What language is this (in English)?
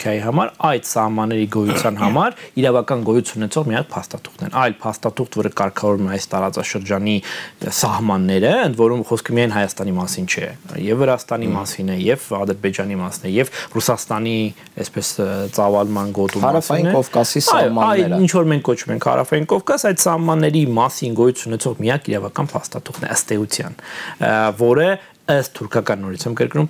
Armenian